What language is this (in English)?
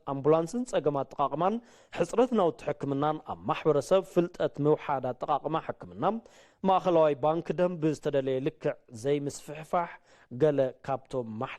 Tigrinya